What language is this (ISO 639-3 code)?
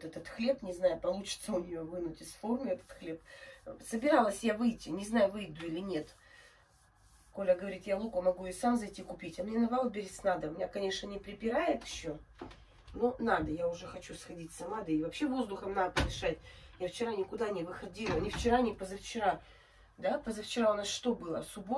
rus